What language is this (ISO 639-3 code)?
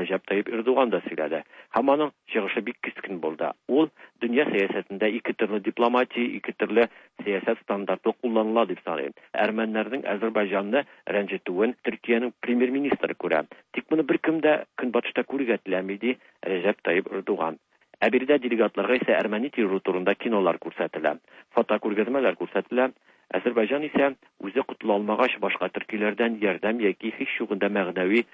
tat